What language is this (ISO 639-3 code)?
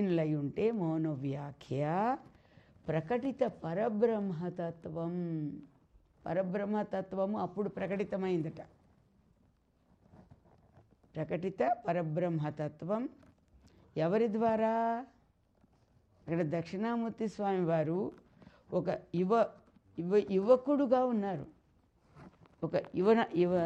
tel